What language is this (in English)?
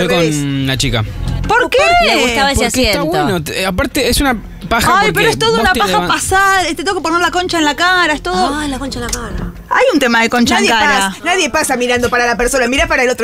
Spanish